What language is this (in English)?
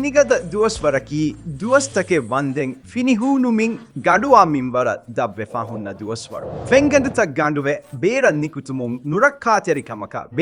Divehi